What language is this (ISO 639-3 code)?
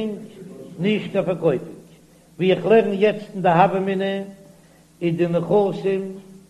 yid